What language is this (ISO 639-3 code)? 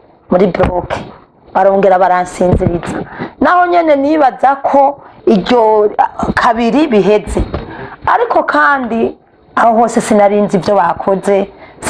run